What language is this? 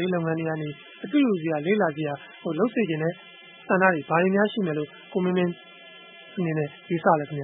Burmese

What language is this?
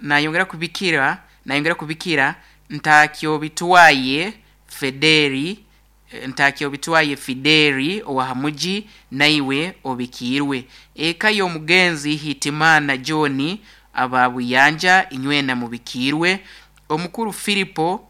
Nyankole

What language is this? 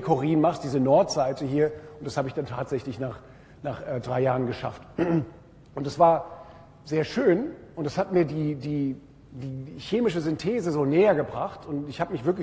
German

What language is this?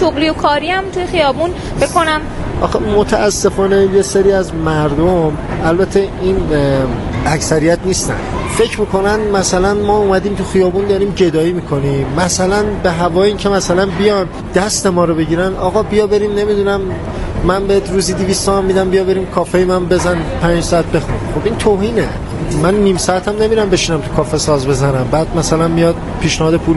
Persian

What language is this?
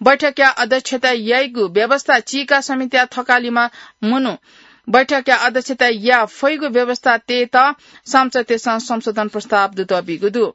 Newari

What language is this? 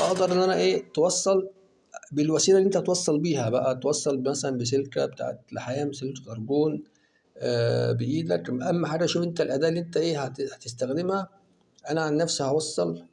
Egyptian Arabic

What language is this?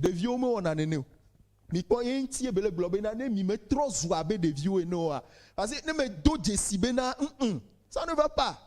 Ewe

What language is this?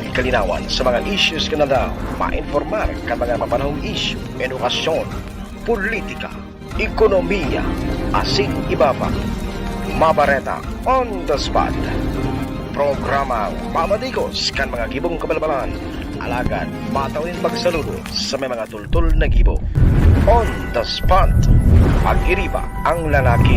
Bikol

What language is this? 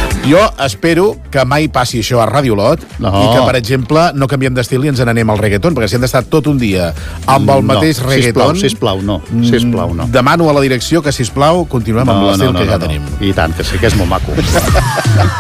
Catalan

